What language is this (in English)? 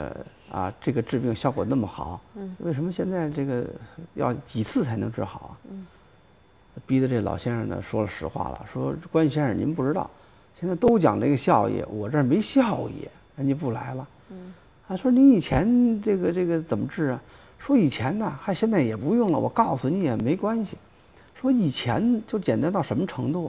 Chinese